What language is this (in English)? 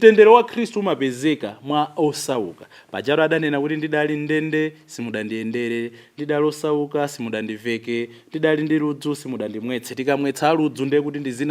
Nyanja